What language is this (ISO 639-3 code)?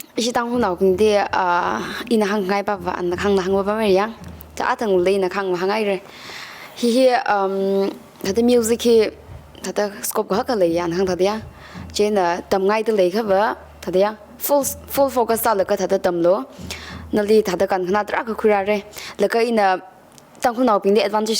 nmf